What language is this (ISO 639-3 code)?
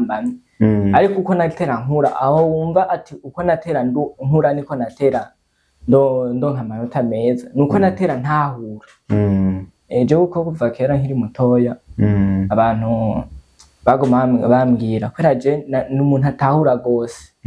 run